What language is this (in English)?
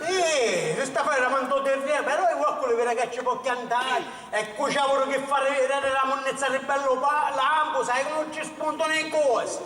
Sicilian